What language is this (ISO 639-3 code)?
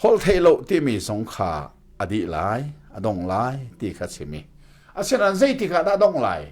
cnh